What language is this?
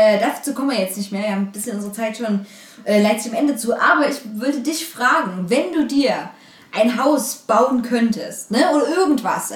German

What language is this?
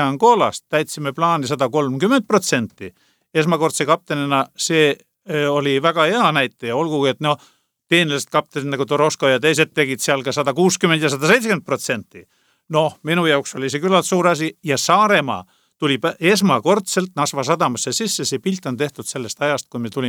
Estonian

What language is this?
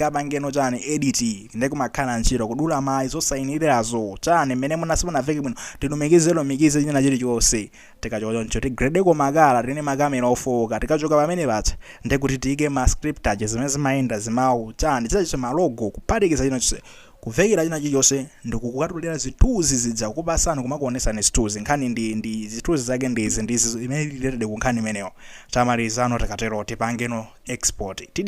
Nyanja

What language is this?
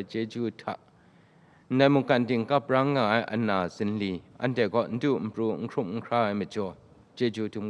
Kachin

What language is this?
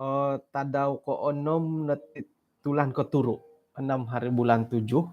Central Dusun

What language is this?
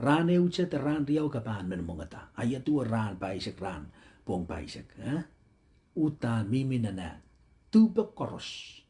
Pohnpeian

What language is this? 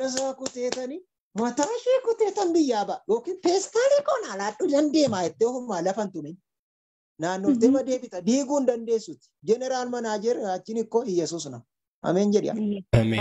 Oromo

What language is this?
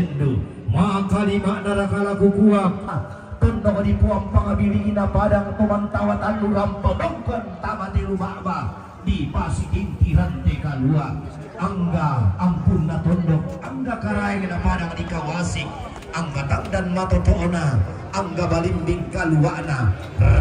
Toraja-Sa'dan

